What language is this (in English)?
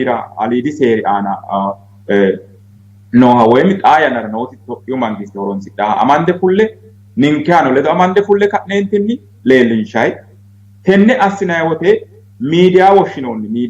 Sidamo